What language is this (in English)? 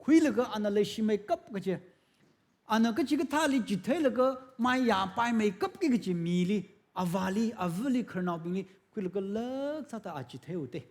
Tangkhul Naga (India)